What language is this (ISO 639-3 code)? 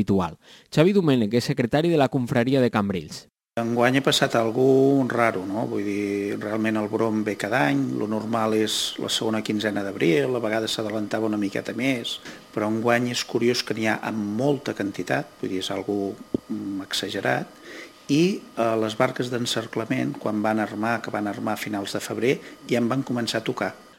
cat